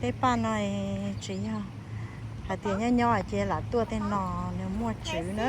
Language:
Hmong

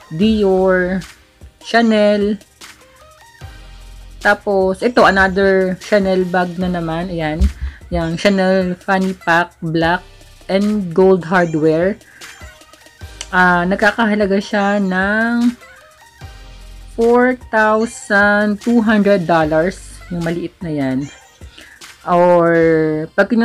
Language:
Filipino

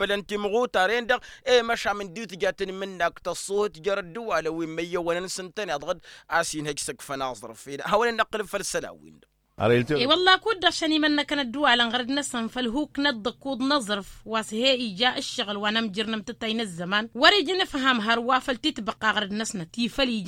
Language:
Tamasheq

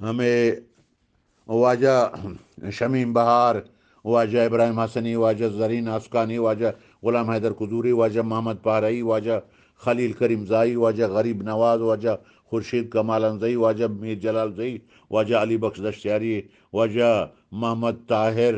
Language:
Eastern Balochi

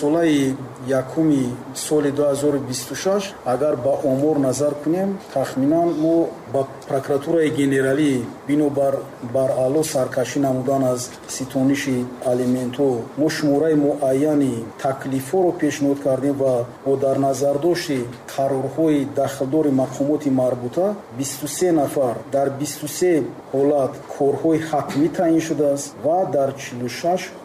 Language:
Tajik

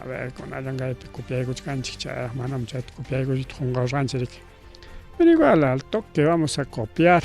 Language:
Ayacucho Quechua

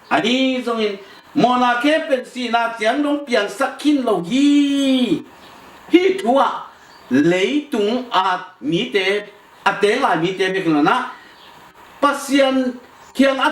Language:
Tedim Chin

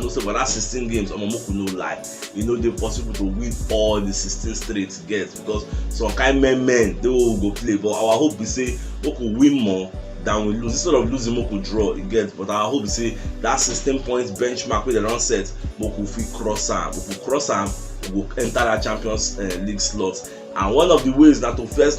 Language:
Nigerian Pidgin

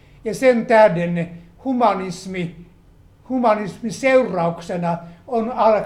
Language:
Finnish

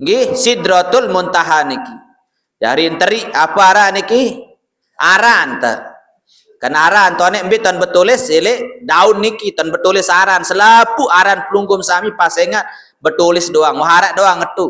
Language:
Sasak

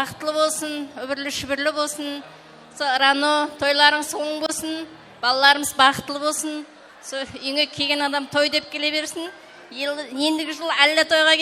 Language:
Kara-Kalpak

